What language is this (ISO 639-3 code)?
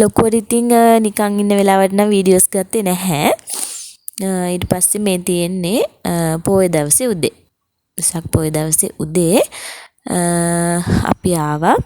sin